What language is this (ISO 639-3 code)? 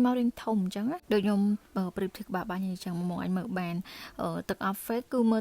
khm